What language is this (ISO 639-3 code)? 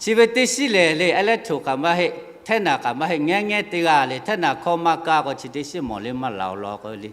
lhu